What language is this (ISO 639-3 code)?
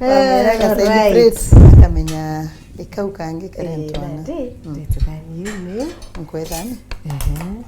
mer